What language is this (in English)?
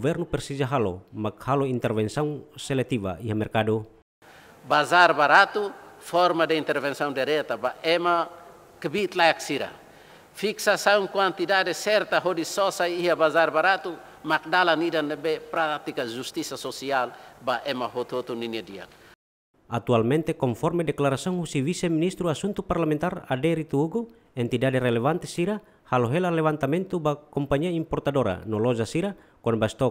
Tetum